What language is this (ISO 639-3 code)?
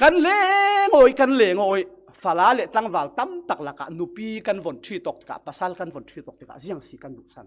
cfm